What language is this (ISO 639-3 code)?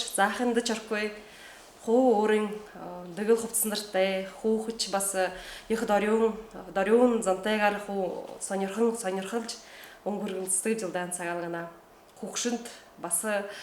bua